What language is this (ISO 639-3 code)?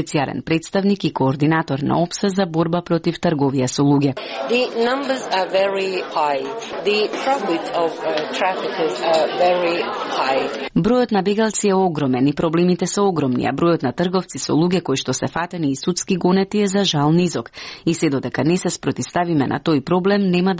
mkd